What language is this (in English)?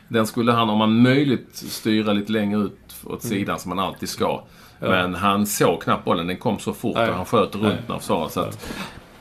Swedish